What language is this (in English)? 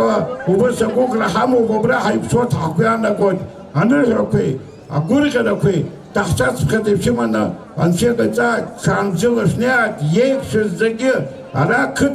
Abkhazian